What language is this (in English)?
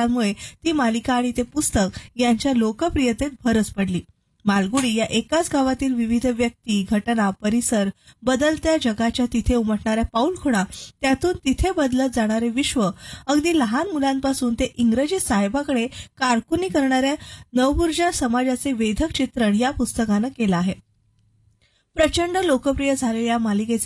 Marathi